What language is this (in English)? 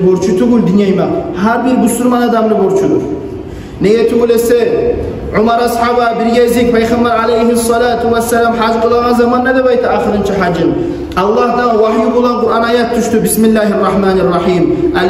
Kumyk